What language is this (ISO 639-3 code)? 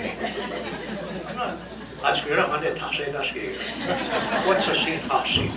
moh